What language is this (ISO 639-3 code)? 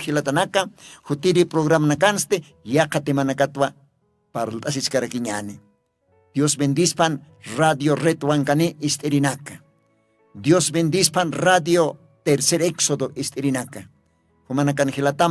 aym